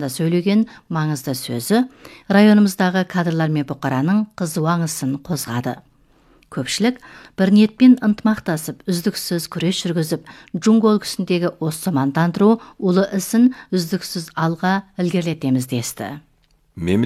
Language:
Kazakh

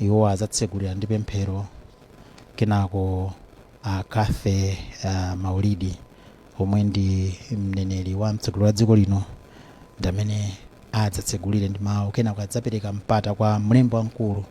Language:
Nyanja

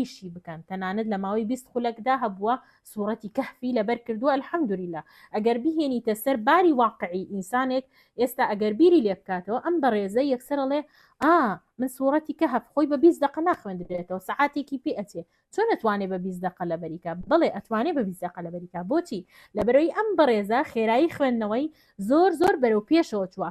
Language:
Central Kurdish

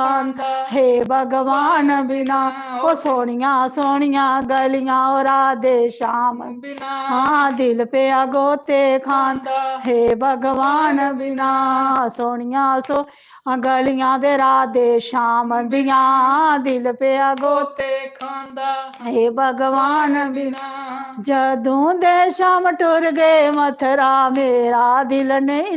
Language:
Dogri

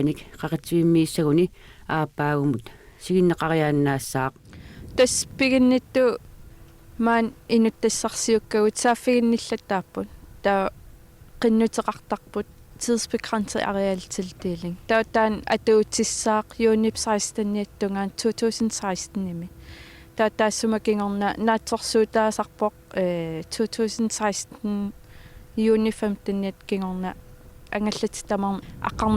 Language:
Kalaallisut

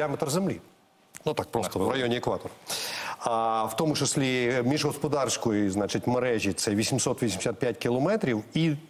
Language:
Ukrainian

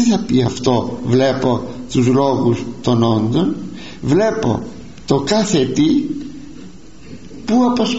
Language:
Greek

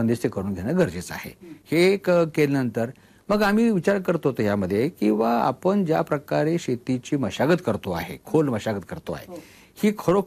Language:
Marathi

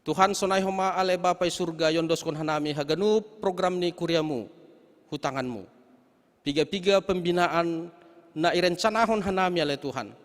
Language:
Batak Simalungun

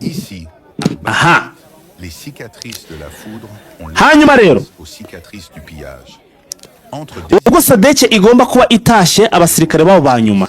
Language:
Kinyarwanda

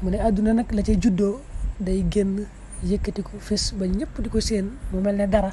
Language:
Wolof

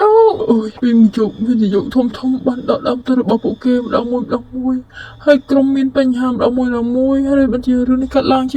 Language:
Khmer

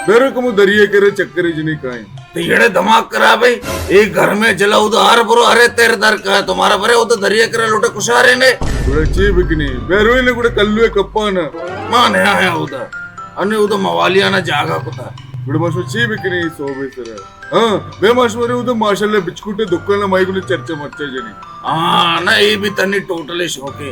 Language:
Baluchi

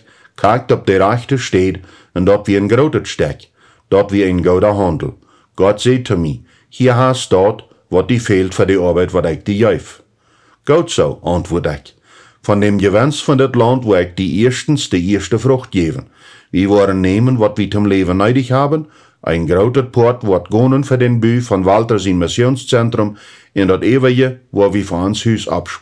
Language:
Plautdietsch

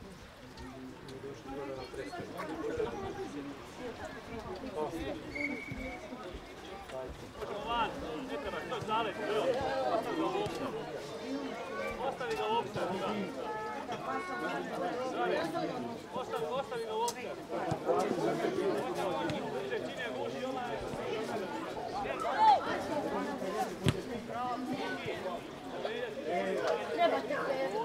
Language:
Croatian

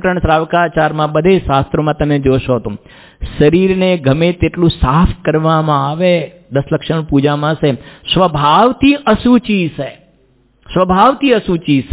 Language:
Gujarati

